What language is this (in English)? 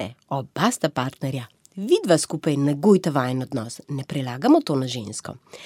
Slovenian